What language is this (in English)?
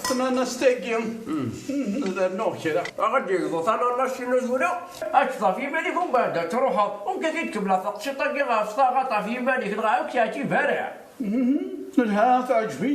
Kabyle